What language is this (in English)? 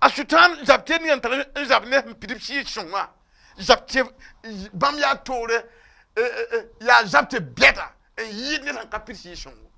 Mossi